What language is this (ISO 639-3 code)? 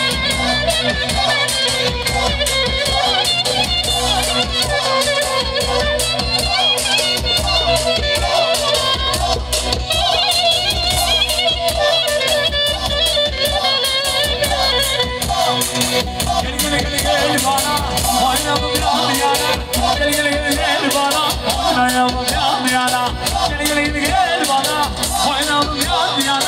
tur